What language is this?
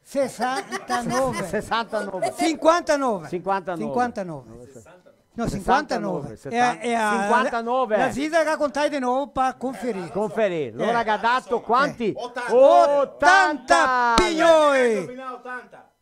Venetian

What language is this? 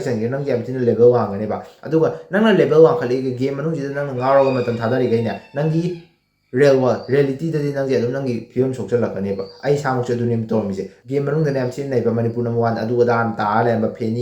Manipuri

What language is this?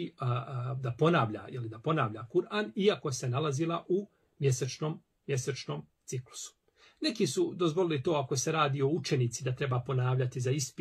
Bosnian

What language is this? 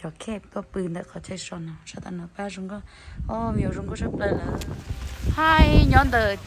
Hmong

